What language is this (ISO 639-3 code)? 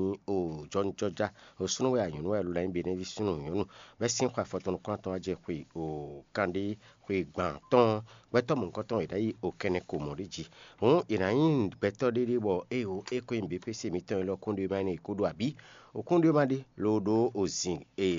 fon